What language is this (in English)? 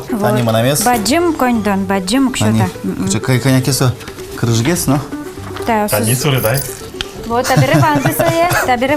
Udmurt